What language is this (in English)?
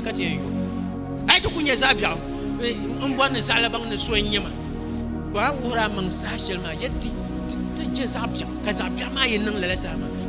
Dagbani